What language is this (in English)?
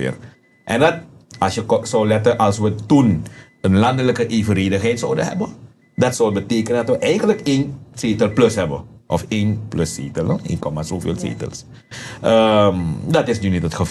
Dutch